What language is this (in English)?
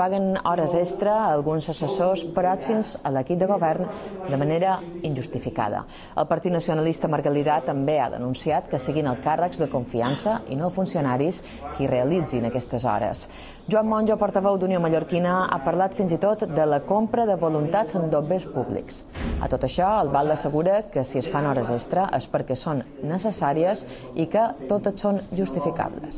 Catalan